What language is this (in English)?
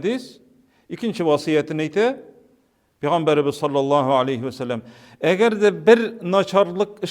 Tatar